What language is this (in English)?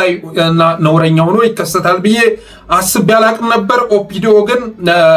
Amharic